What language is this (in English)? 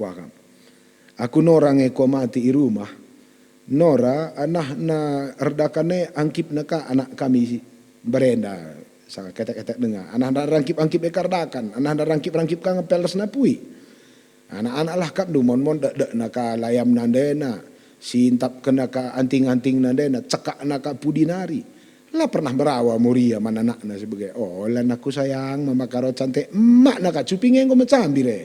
Batak Karo